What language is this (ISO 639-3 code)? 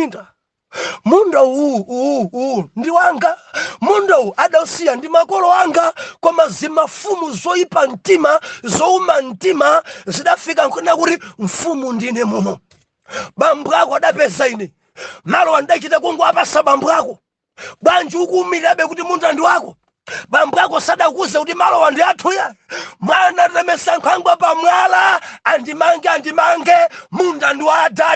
nya